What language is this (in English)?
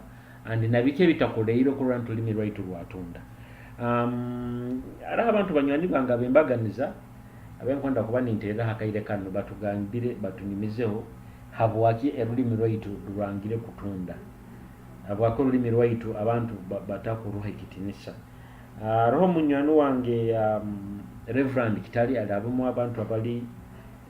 Nyoro